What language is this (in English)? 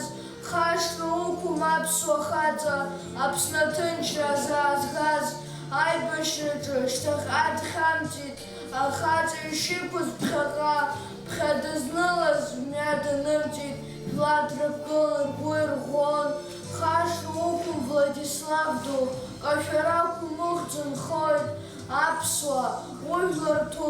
Abkhazian